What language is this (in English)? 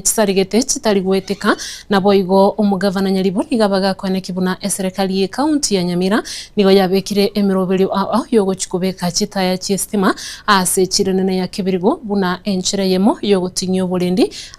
Gusii